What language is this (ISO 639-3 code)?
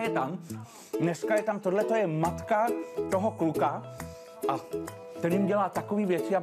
ces